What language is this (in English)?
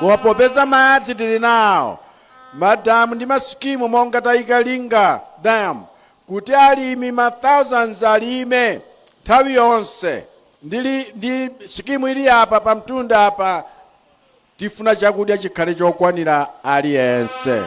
Nyanja